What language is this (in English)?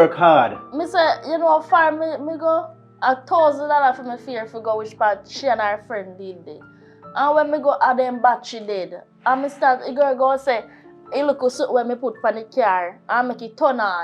Jamaican Creole English